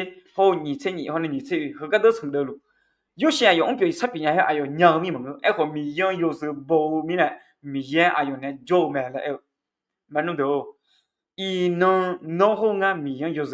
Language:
Akha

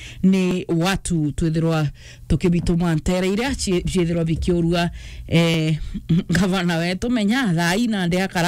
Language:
Meru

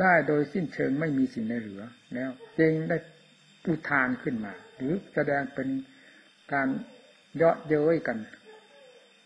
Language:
Thai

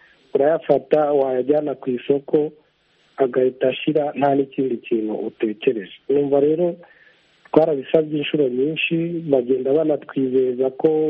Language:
Kinyarwanda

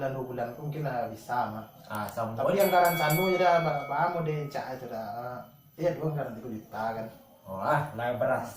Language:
Minangkabau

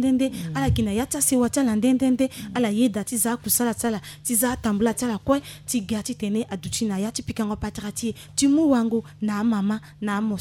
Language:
Sango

